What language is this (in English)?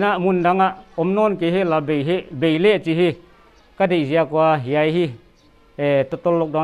Paite Chin